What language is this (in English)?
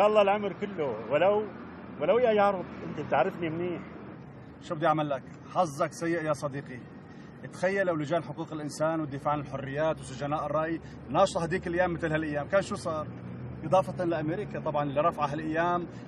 North Levantine Arabic